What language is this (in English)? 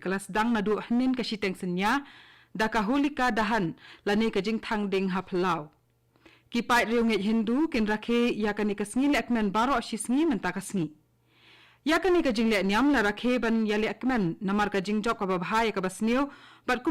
Khasi